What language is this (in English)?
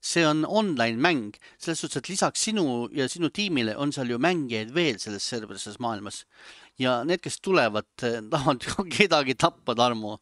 Estonian